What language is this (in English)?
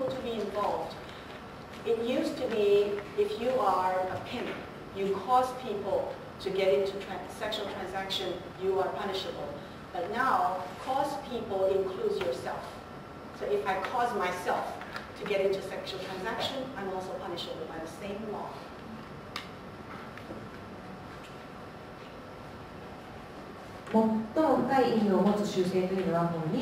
Japanese